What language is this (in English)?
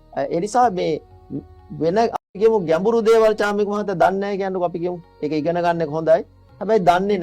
Sinhala